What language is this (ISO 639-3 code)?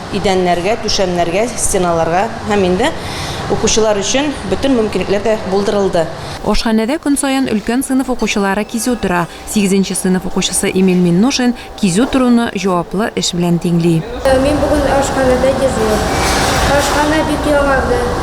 tat